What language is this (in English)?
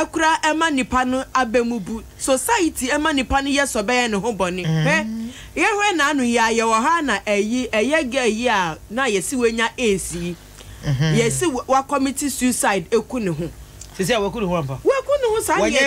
Akan